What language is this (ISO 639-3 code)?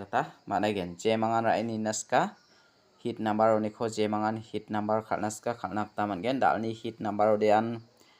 grt